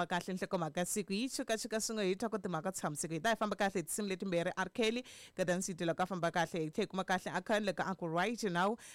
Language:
Tsonga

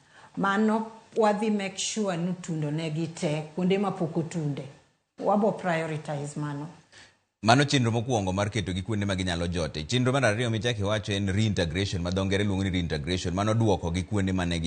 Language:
Luo (Kenya and Tanzania)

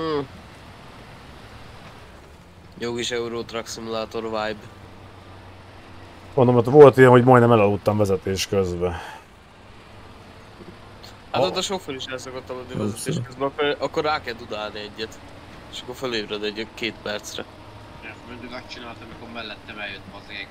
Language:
Hungarian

